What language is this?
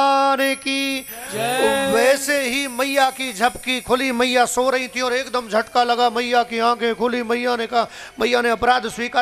Hindi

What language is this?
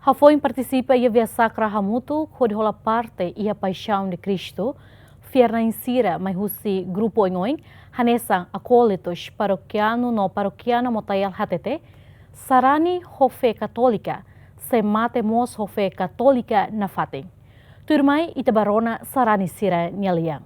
Tetum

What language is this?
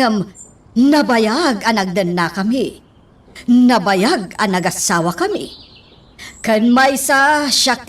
Iloko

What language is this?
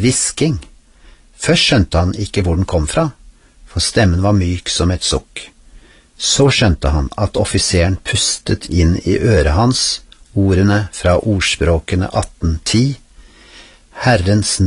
Norwegian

